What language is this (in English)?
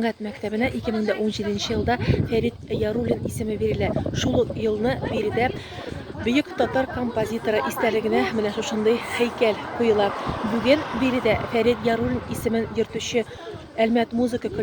Tatar